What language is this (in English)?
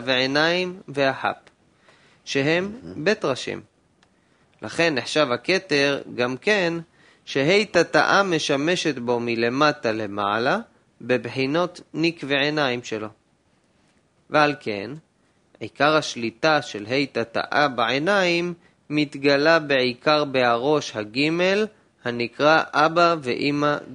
Hebrew